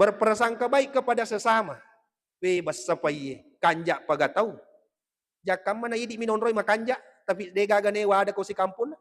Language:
Buginese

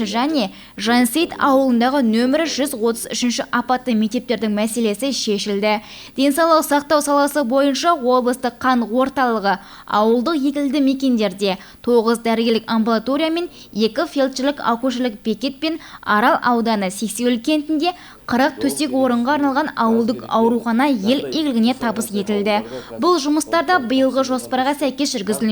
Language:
Kazakh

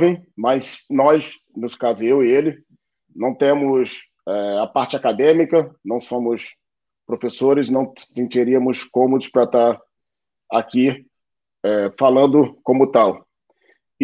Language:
Portuguese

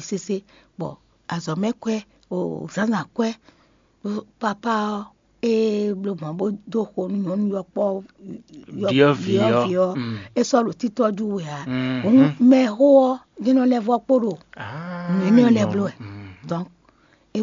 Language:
Fon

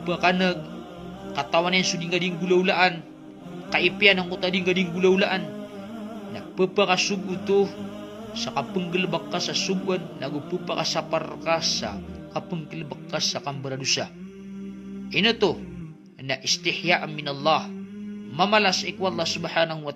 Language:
Maranao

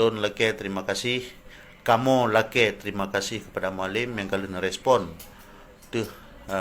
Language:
Achinese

